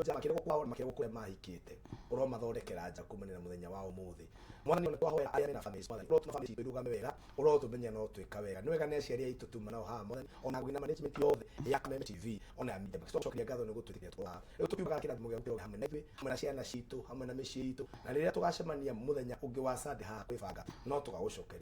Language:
Kikuyu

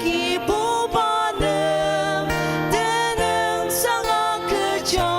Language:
Ao Naga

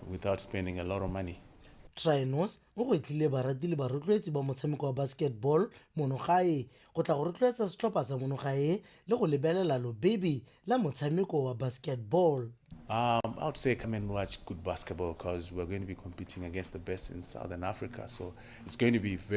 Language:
Tswana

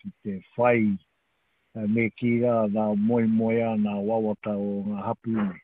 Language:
Māori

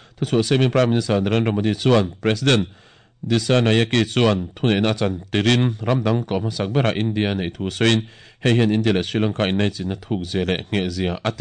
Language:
Mizo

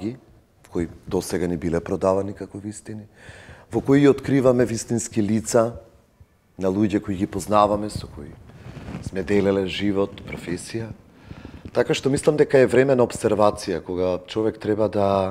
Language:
Macedonian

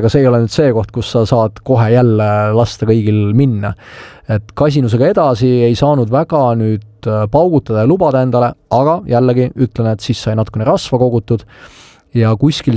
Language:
Estonian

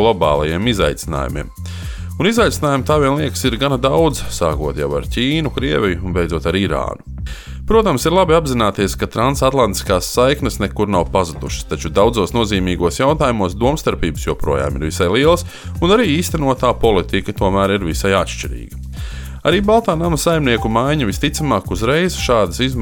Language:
Latvian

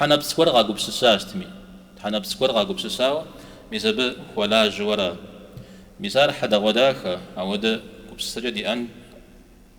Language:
Kabardian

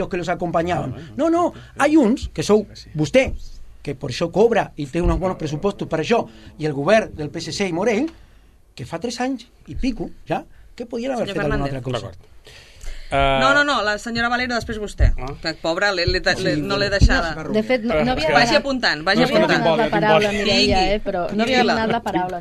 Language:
Catalan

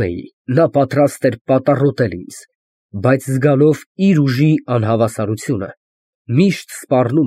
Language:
Armenian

